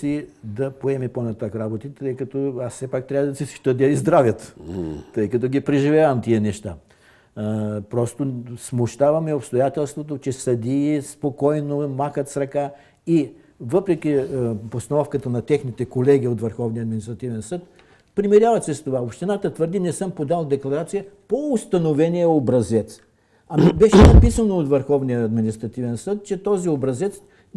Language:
Bulgarian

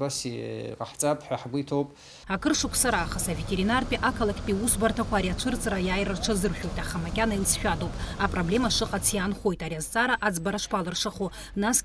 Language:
Abkhazian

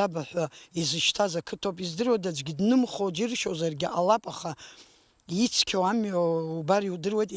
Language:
Abkhazian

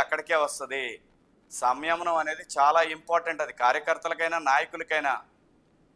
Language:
Telugu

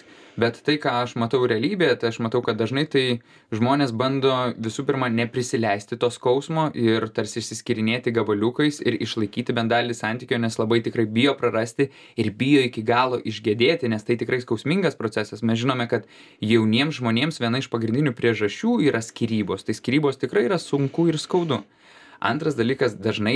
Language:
Lithuanian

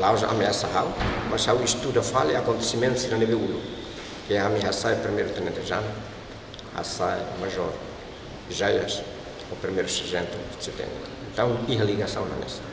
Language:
Tetum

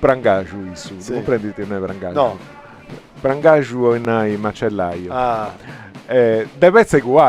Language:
Sardinian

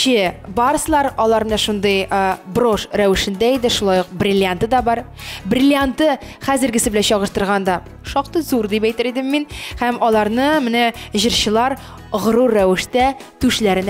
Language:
Tatar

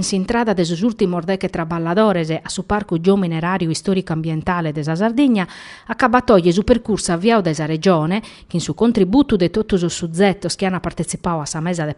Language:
Sardinian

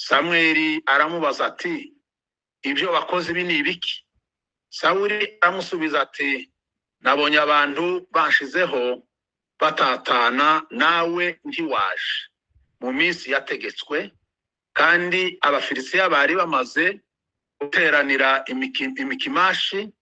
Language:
Kinyarwanda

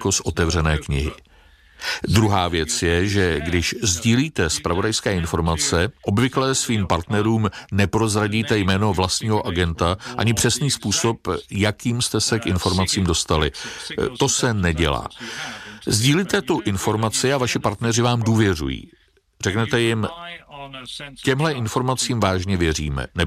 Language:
Czech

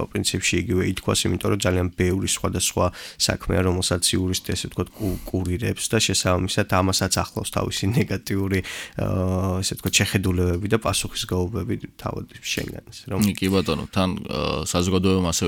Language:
Georgian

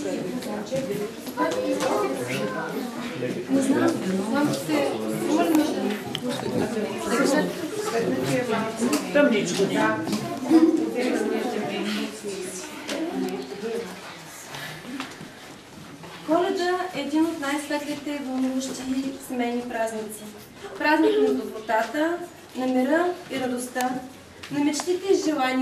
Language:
Bulgarian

